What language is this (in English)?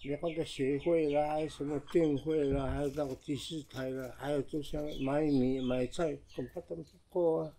Taroko